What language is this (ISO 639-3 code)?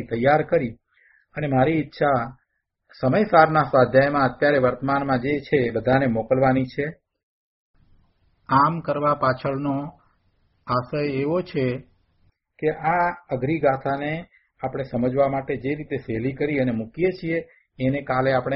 guj